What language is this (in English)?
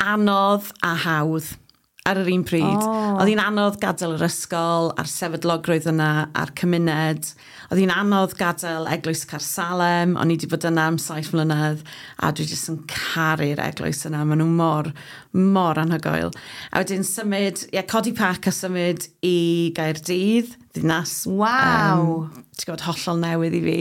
Welsh